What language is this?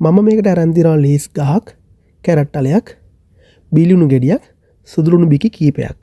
Sinhala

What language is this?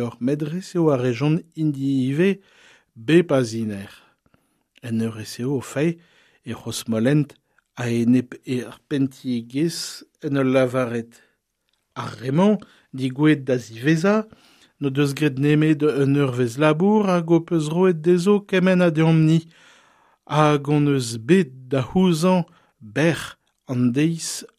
Breton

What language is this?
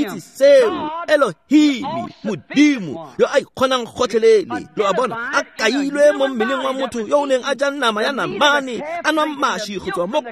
Tswana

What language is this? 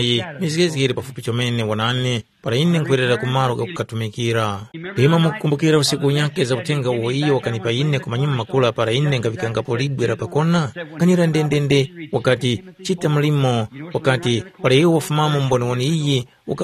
Tumbuka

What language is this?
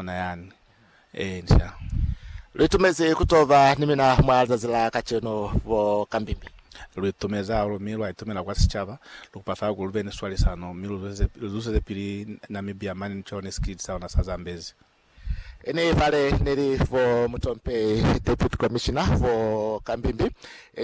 Lozi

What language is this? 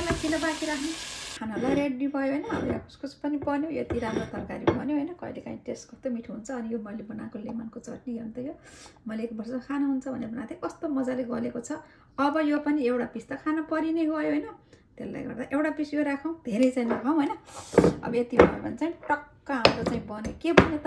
Nepali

